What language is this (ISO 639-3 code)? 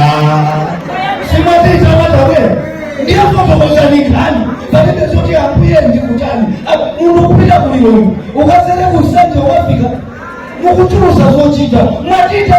nya